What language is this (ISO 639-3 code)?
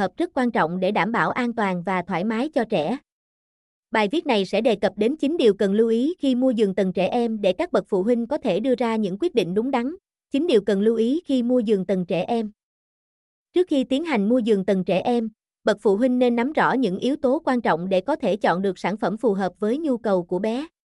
vie